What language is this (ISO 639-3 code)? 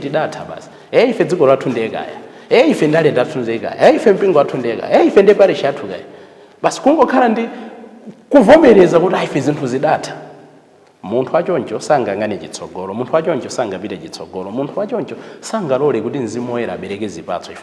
nya